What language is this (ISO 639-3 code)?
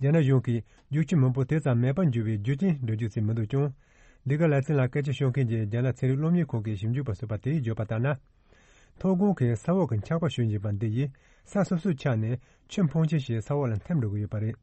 bod